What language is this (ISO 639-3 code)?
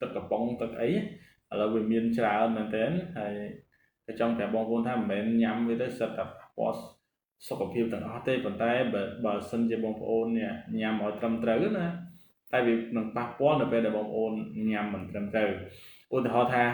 khm